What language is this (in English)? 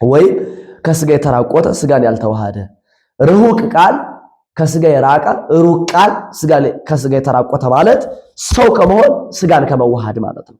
Amharic